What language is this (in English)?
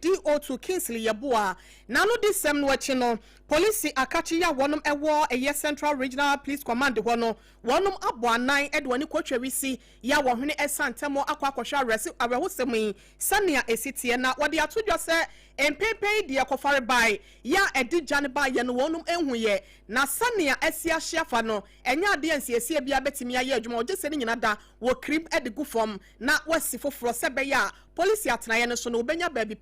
Akan